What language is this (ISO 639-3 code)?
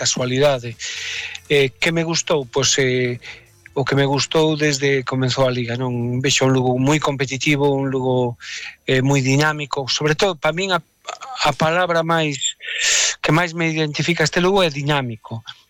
glg